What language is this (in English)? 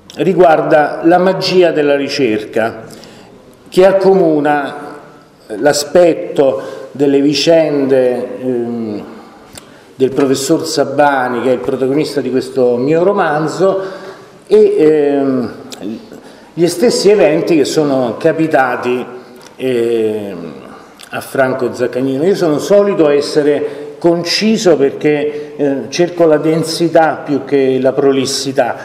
Italian